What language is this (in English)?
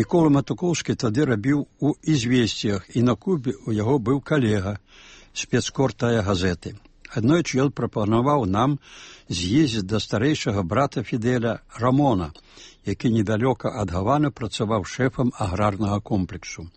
Belarusian